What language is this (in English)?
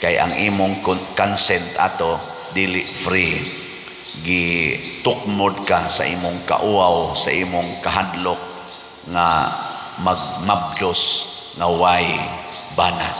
Cebuano